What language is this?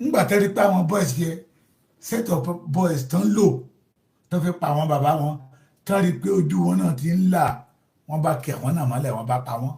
Yoruba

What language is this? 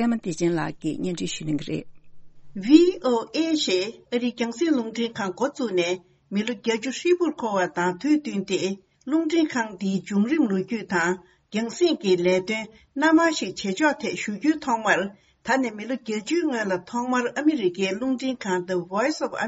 Tibetan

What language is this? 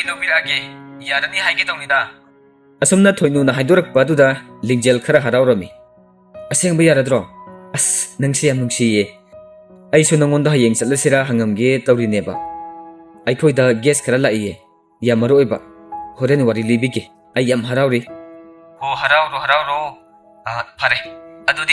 Manipuri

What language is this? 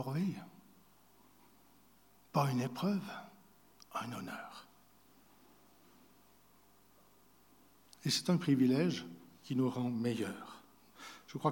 French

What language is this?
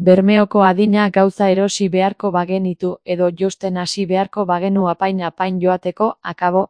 Basque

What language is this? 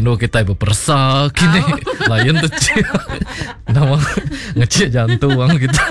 Iban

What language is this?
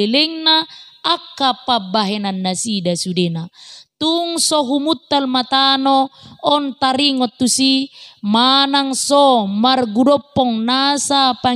Batak Toba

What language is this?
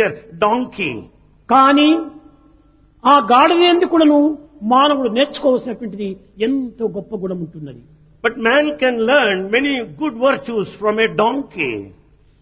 Telugu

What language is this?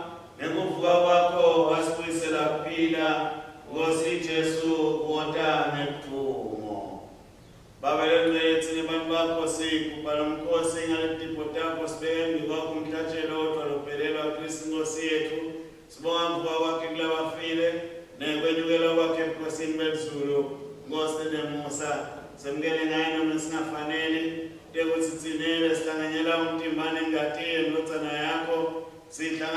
Swati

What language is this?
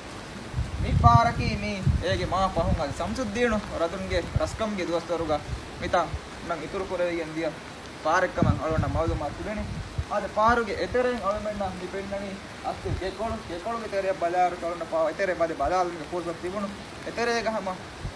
Divehi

